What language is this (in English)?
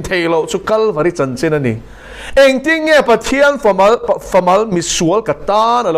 Mizo